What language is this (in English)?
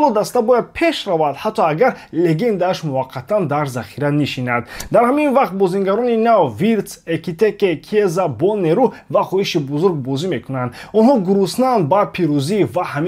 Tajik